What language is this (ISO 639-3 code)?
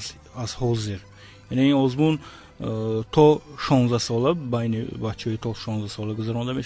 tgk